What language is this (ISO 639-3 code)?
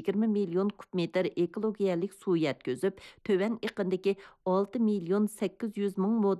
uig